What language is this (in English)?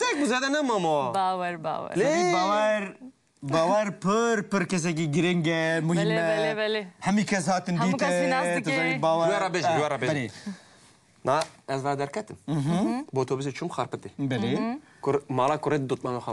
Kurdish